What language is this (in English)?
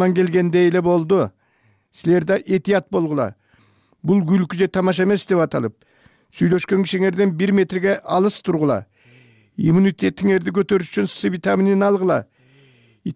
Kyrgyz